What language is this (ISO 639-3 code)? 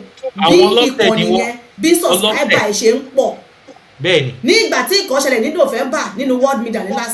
yor